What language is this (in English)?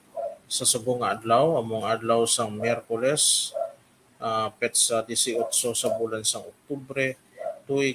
Hiligaynon